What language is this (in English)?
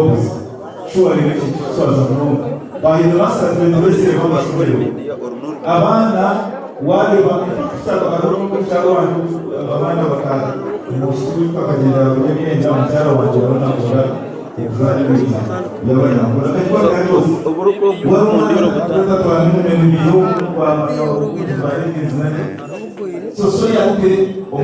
Nyankole